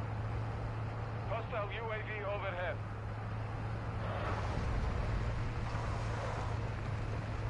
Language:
English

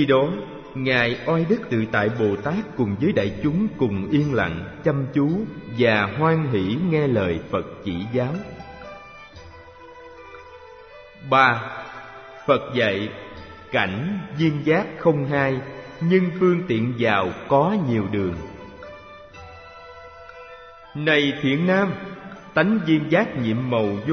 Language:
Vietnamese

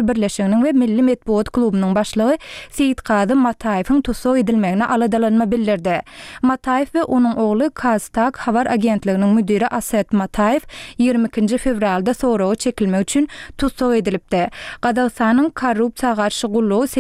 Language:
Turkmen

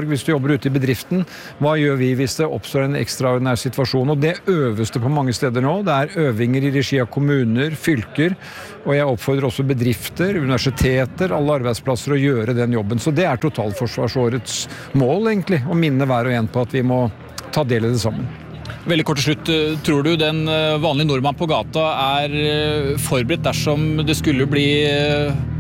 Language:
Norwegian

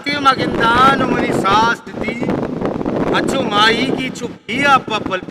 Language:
Eastern Balochi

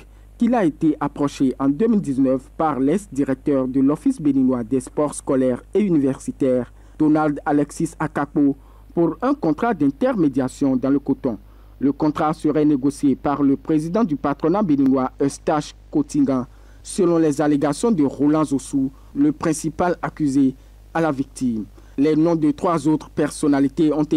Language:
French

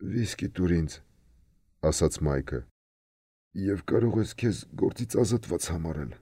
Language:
Armenian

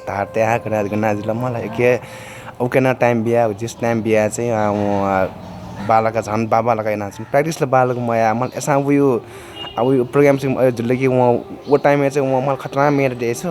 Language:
Newari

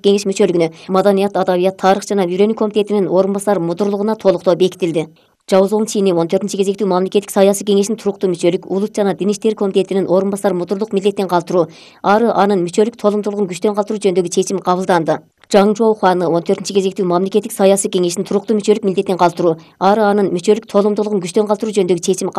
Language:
Kyrgyz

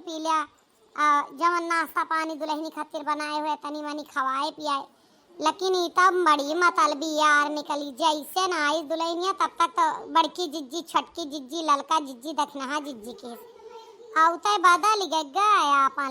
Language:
Awadhi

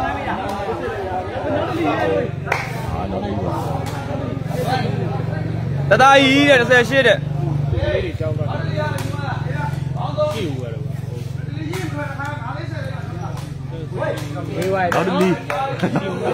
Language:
Burmese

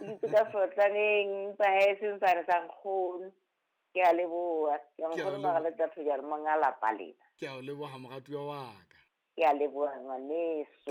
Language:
Southern Sotho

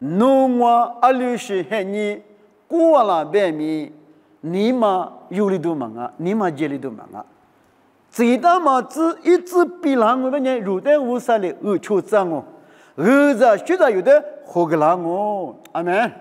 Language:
Lisu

